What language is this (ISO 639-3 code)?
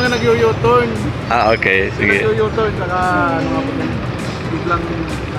bik